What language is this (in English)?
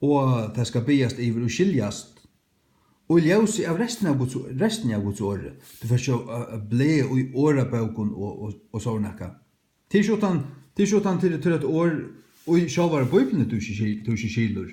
Faroese